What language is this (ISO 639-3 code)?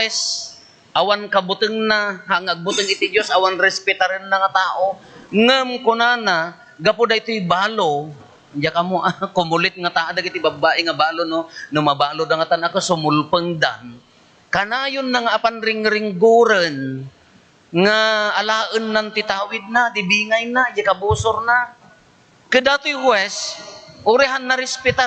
ilo